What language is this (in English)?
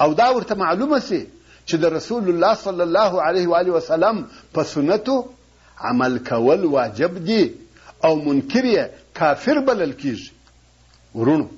Pashto